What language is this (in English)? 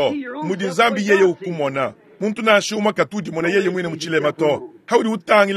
Luba-Lulua